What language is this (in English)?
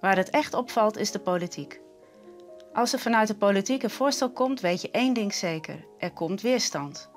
Western Frisian